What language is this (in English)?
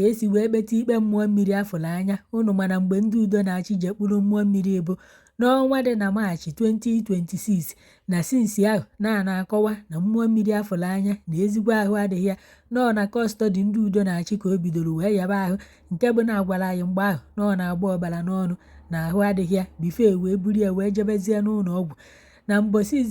Igbo